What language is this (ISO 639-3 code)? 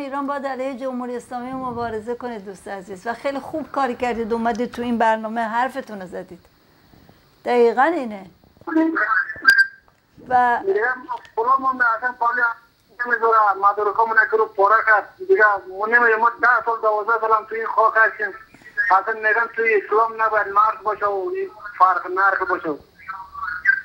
fas